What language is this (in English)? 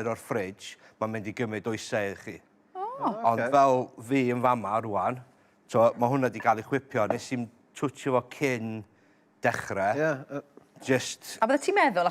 Welsh